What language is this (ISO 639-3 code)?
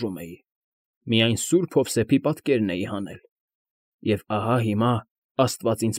hye